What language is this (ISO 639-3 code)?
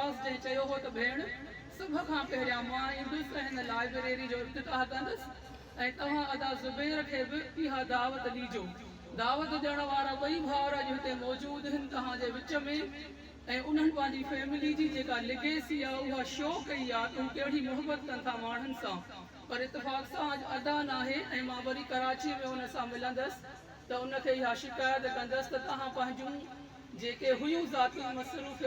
snd